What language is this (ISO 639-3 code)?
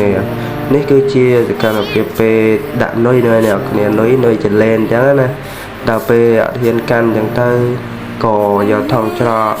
khm